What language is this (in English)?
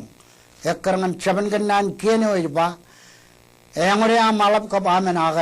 Marshallese